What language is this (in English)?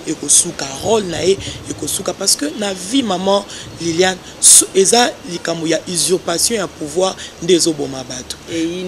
Lingala